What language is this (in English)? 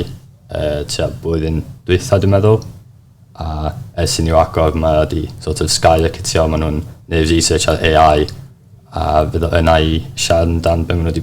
Welsh